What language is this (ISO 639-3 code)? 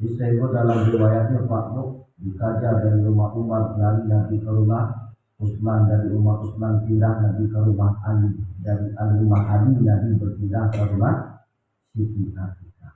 min